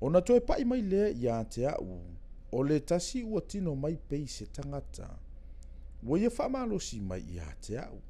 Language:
Samoan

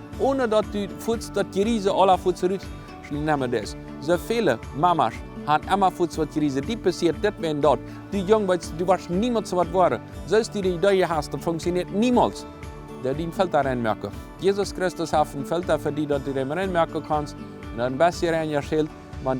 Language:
Plautdietsch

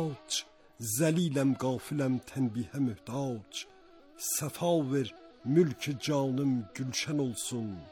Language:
Azerbaijani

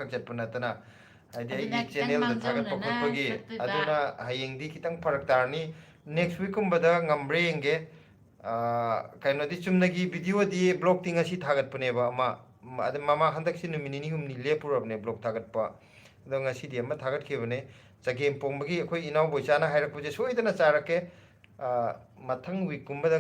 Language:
Manipuri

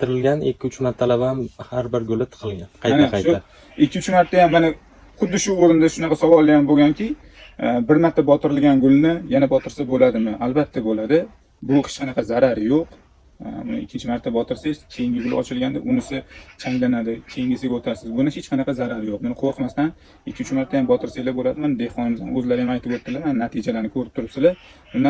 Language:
Uzbek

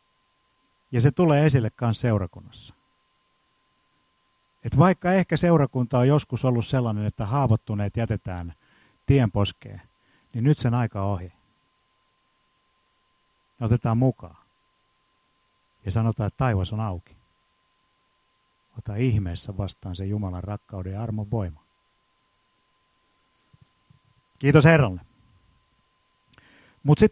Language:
Finnish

